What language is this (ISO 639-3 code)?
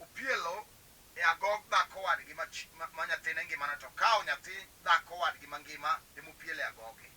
luo